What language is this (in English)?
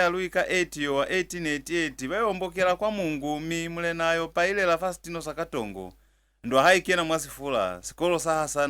Lozi